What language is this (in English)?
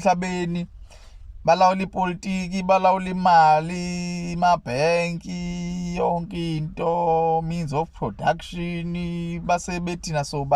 Zulu